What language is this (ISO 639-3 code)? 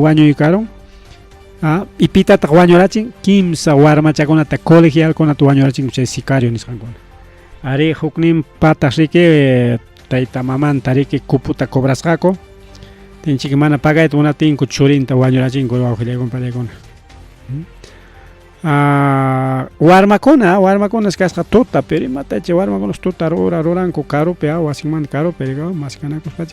quy